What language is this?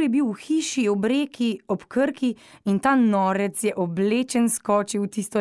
Slovenian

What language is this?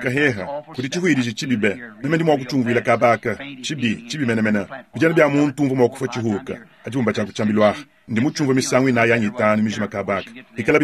Luba-Lulua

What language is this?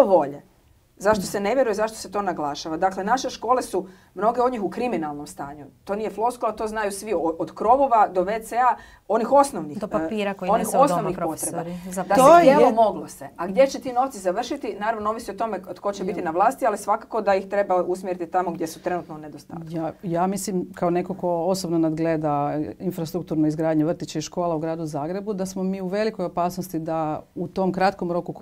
Croatian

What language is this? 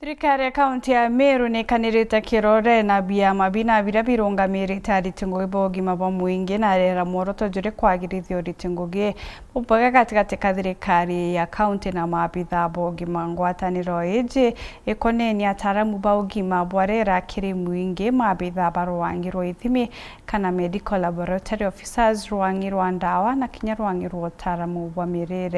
Meru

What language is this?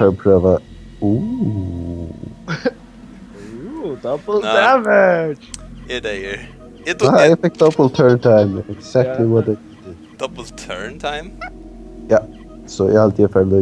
Faroese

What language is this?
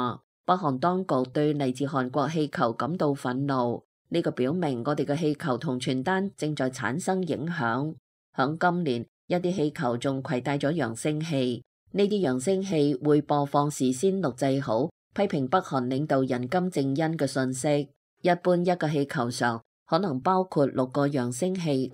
Cantonese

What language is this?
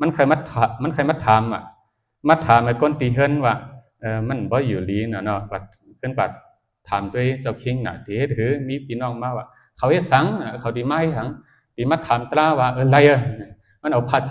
Shan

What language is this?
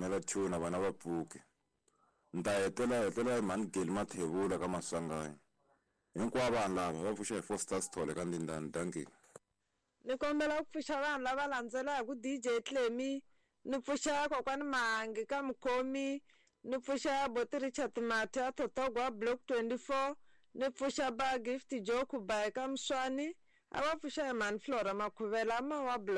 Tsonga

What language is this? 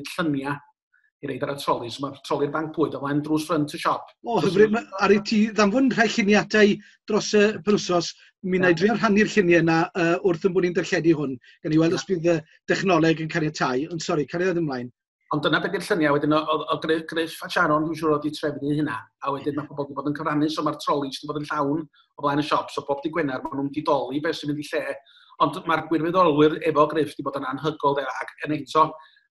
Welsh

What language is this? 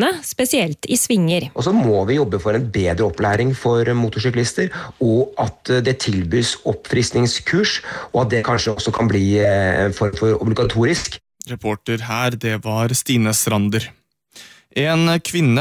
Norwegian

